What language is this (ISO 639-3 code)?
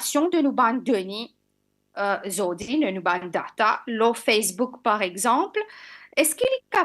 mfe